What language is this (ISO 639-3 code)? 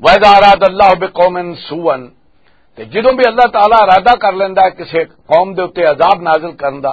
lah